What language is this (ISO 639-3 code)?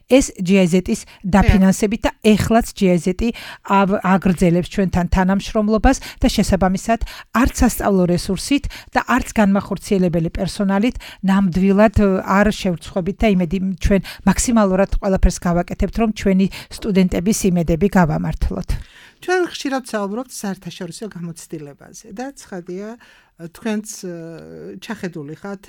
kat